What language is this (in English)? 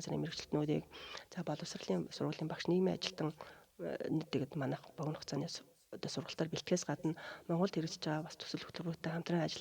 Mongolian